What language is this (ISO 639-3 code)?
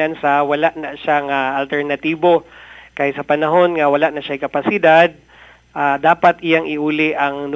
ceb